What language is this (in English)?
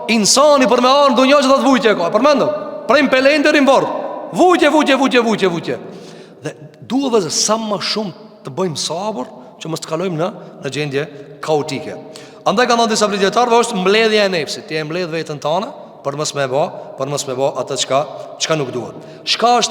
Albanian